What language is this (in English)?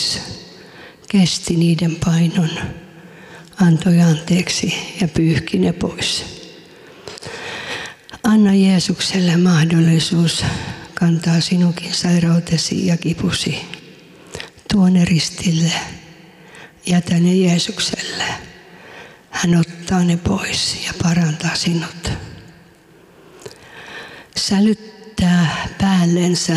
Finnish